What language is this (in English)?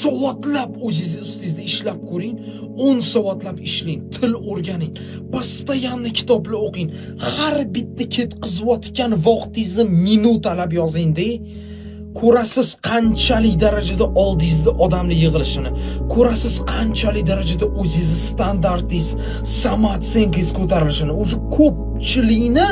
Uzbek